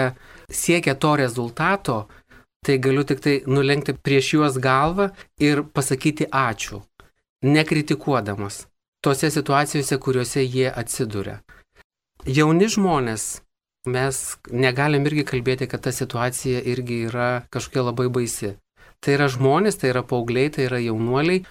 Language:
Lithuanian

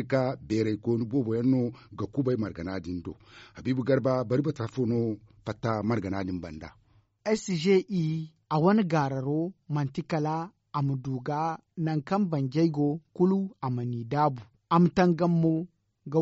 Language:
Zarma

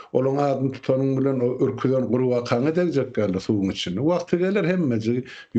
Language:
Turkmen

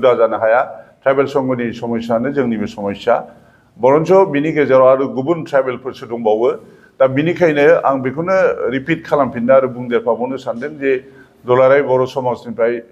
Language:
Bodo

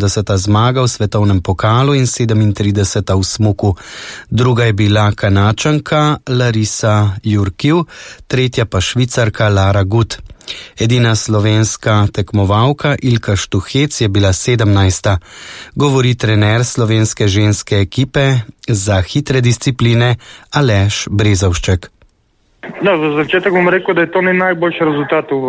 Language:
Slovenian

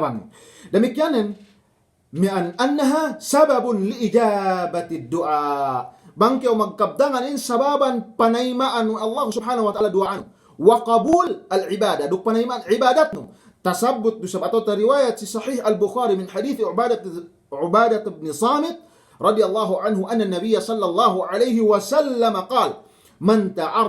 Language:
Yakan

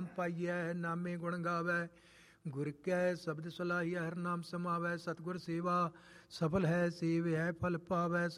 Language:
Punjabi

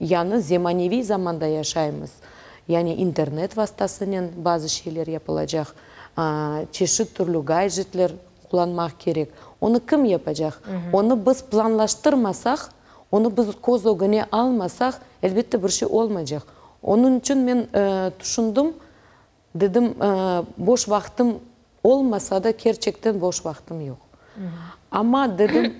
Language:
Crimean Tatar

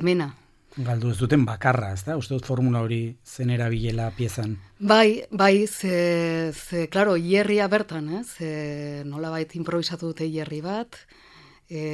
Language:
Basque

